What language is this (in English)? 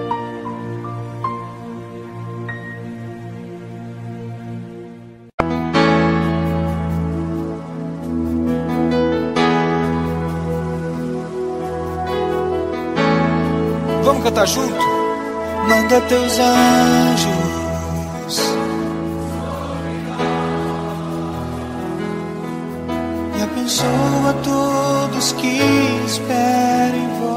Portuguese